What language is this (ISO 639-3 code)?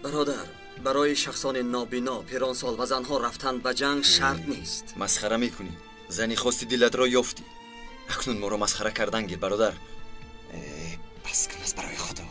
tgk